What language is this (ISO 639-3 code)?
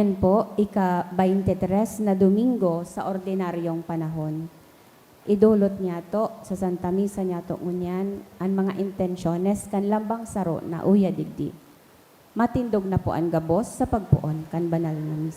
bik